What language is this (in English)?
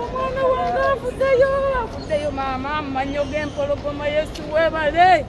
Ganda